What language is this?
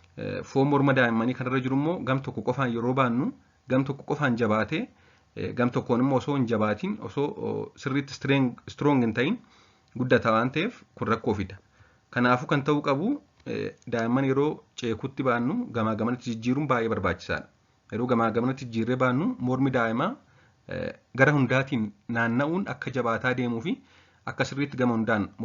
Oromo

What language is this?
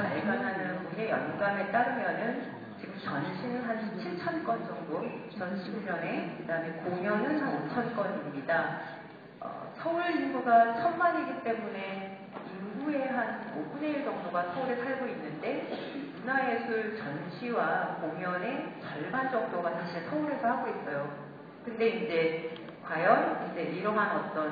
Korean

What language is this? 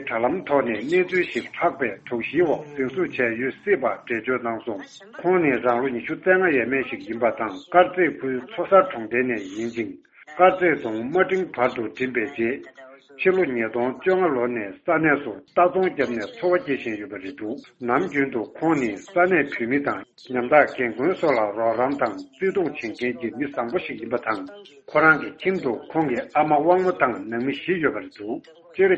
Tibetan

